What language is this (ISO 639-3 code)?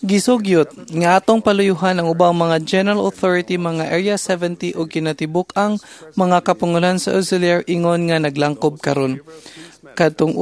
ceb